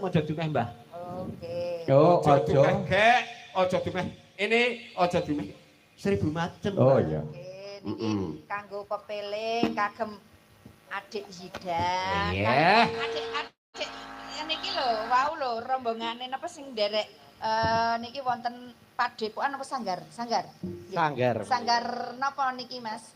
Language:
Javanese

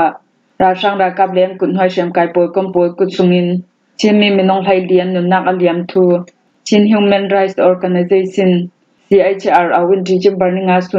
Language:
Falam Chin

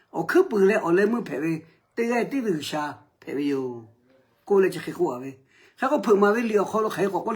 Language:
Lahu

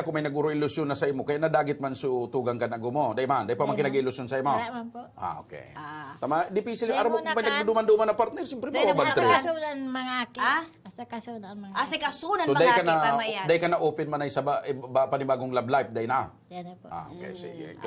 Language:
Bikol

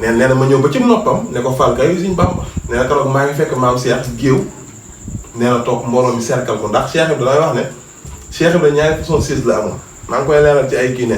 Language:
Wolof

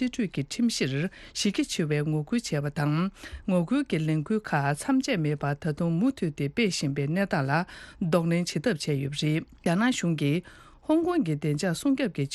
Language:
Tibetan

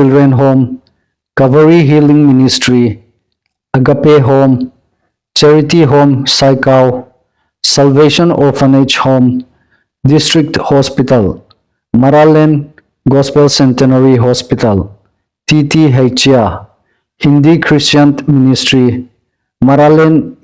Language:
Hmar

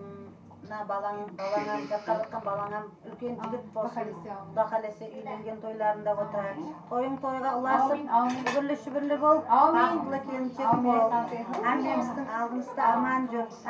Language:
Kara-Kalpak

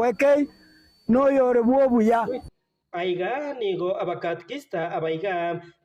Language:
Gusii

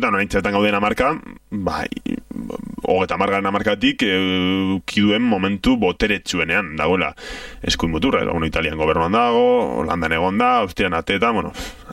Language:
Basque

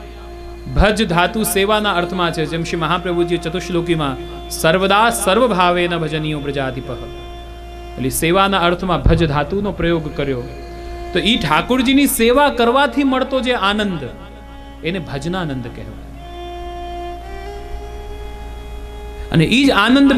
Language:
Gujarati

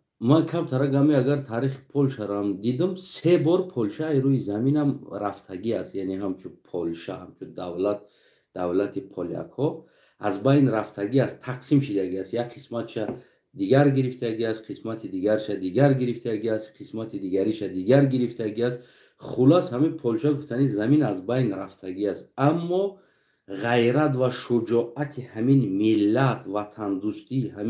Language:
Tajik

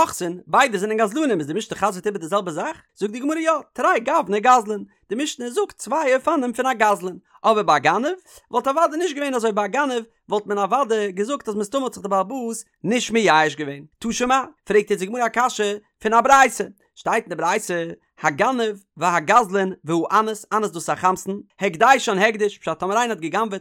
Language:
Yiddish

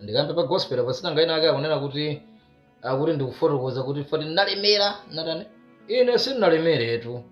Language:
Nyanja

